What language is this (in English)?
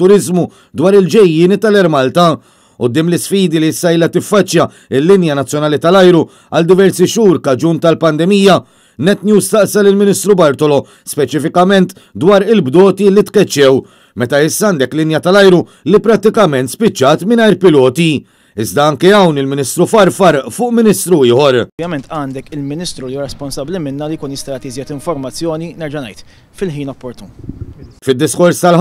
Maltese